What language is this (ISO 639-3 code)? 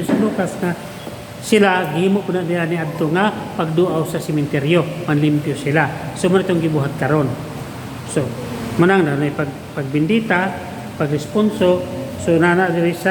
ceb